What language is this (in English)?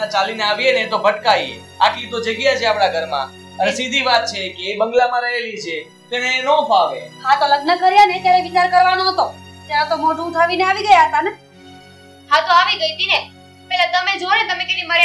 Gujarati